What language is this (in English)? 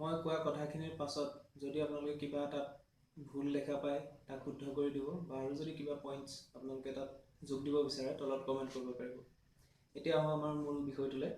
Assamese